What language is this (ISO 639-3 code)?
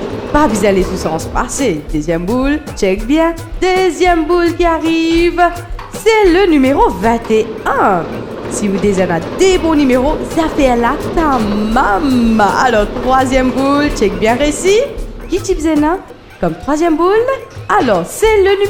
mfe